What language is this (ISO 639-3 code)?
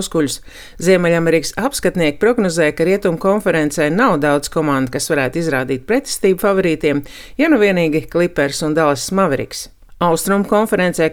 lav